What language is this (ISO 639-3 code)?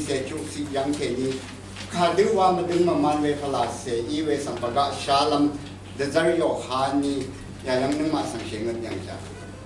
raw